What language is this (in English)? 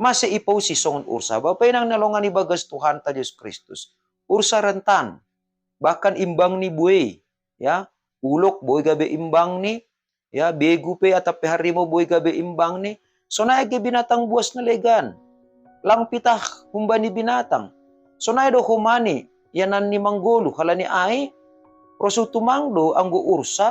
Batak Simalungun